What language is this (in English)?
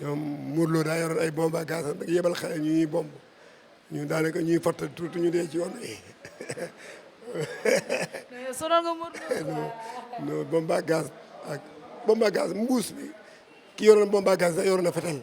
Wolof